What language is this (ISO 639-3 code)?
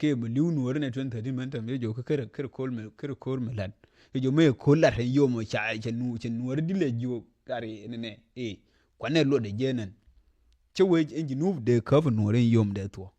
nus